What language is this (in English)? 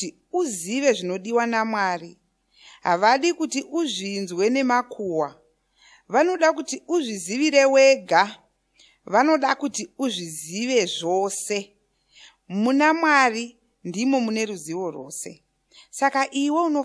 Shona